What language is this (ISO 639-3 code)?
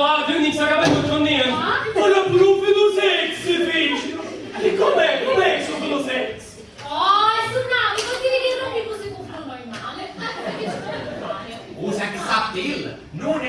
scn